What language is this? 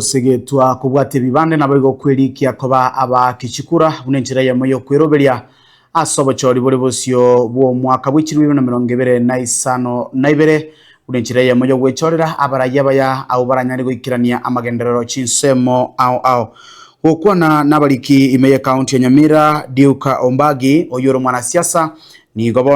Gusii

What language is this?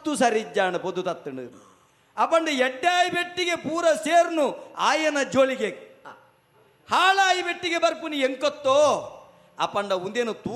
Tulu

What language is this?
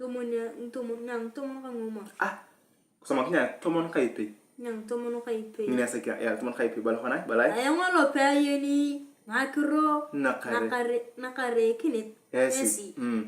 Turkana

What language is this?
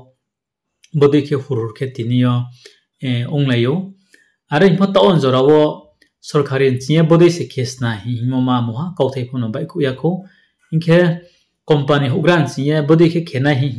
Riang (India)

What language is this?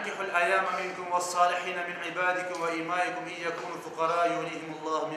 Crimean Tatar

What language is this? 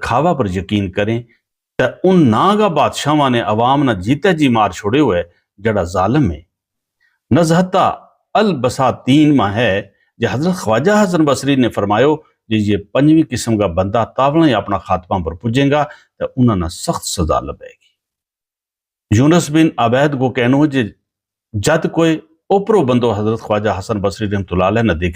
Gujari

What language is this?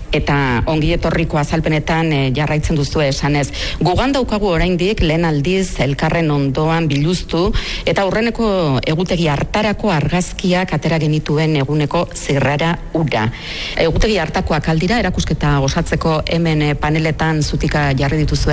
Basque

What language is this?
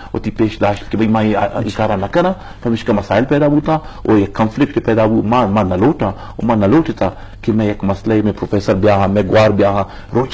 Eastern Balochi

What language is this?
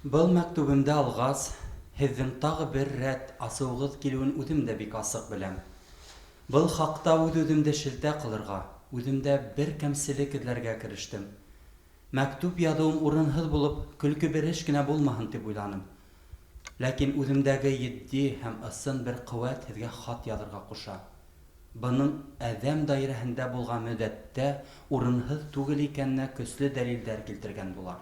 Bashkir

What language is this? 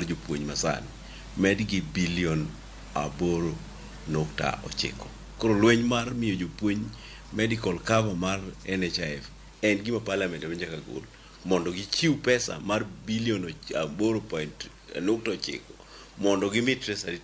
Luo (Kenya and Tanzania)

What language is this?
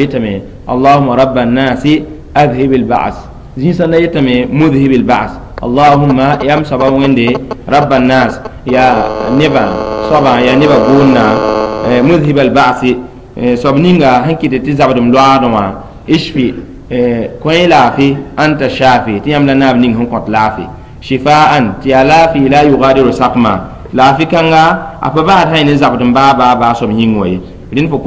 Mossi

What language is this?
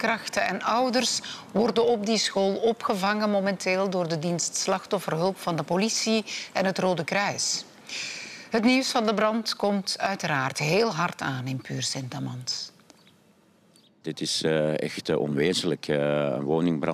Dutch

